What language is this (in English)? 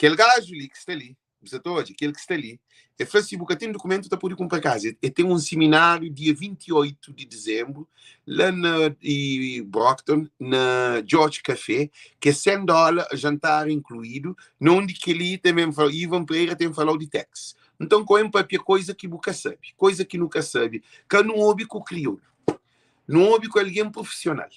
Kabuverdianu